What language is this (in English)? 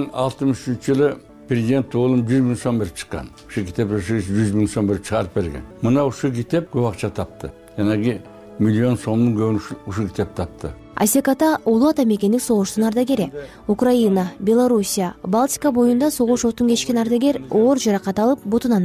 Kyrgyz